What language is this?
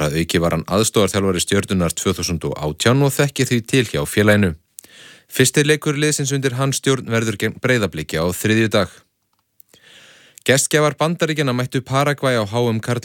Icelandic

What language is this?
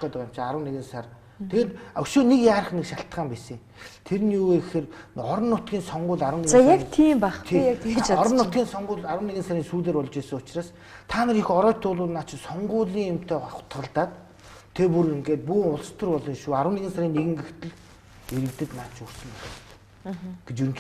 Mongolian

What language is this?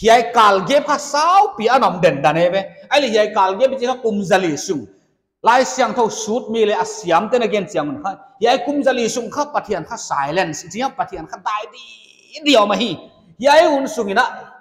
Paite Chin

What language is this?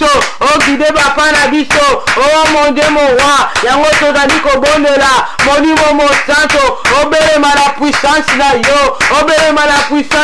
Lingala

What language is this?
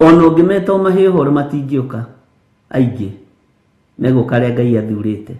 Kikuyu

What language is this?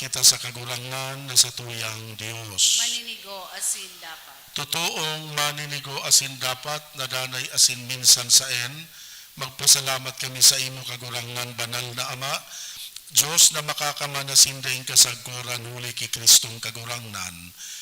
Bikol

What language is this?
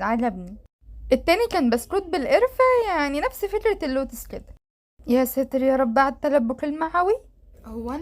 Egyptian Arabic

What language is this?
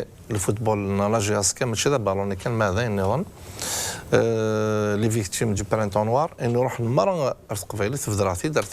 Kabyle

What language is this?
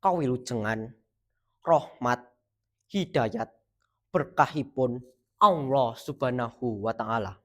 Javanese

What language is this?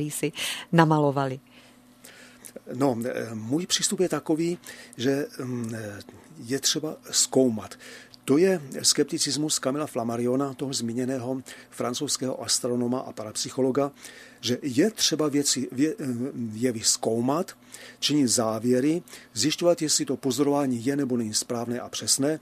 Czech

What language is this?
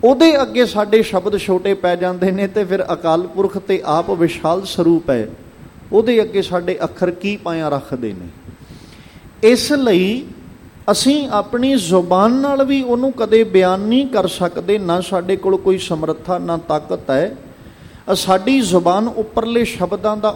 Punjabi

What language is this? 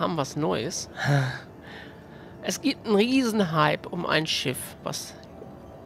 German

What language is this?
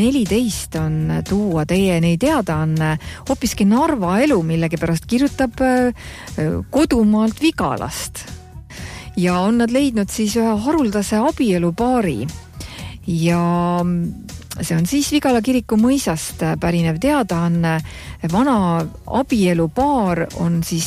Estonian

